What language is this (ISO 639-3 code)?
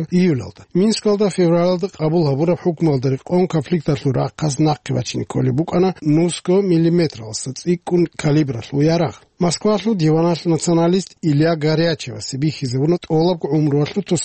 ava